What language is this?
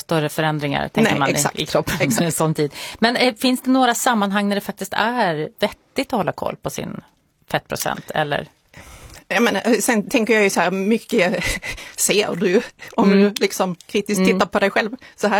Swedish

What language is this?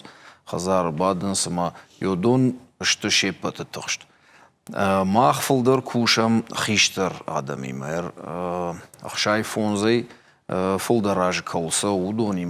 Ossetic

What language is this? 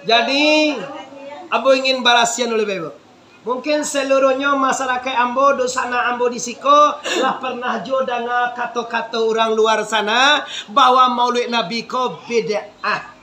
Minangkabau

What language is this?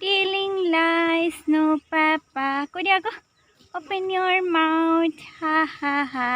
Assamese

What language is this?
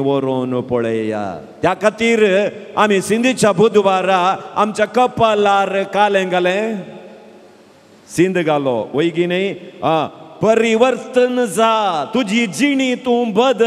Konkani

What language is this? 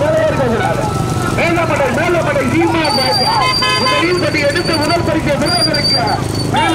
Tamil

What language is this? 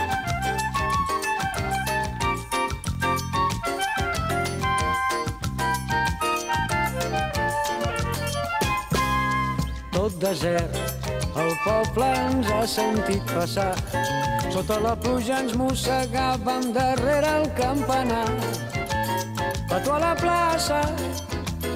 Catalan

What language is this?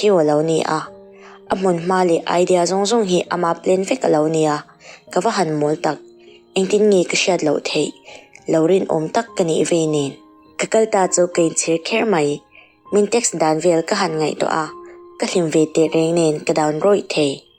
Mizo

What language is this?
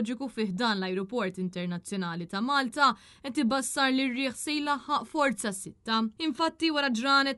Maltese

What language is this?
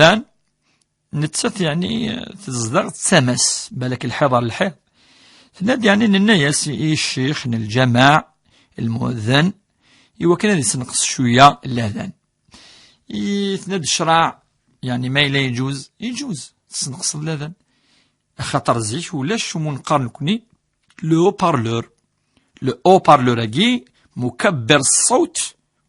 Kabyle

